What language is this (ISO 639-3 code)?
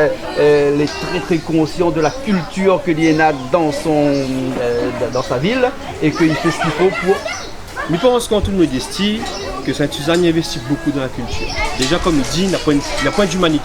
rcf